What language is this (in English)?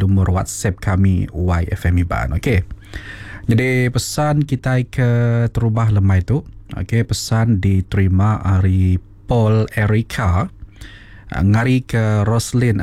Iban